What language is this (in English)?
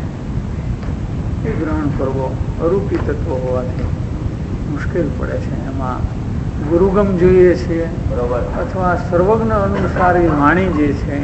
Gujarati